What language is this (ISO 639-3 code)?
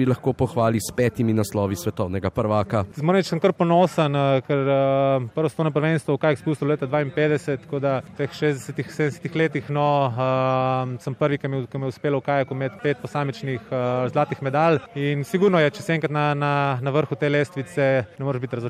slv